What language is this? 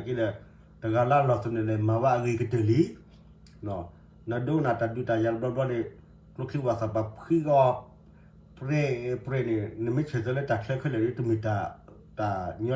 S'gaw Karen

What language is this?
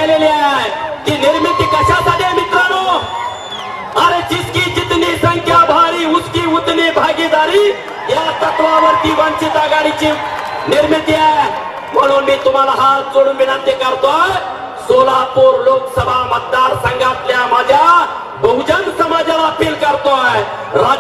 Marathi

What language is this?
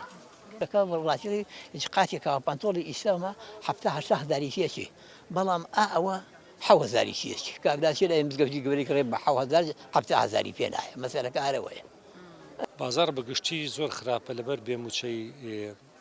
Central Kurdish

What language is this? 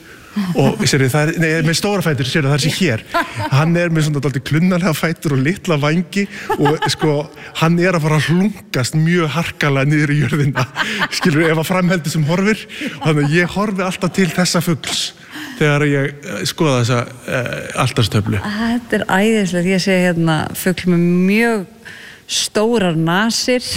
Icelandic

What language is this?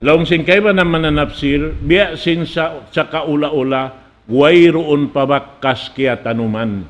Tausug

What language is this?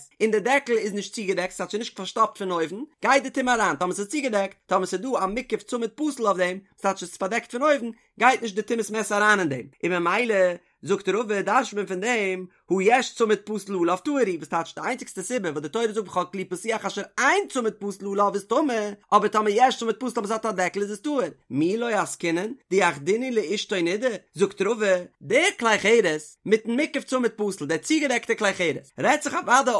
Yiddish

